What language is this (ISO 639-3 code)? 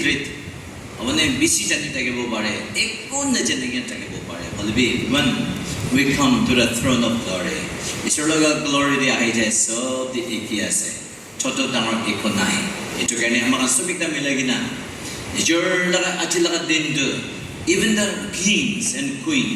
nag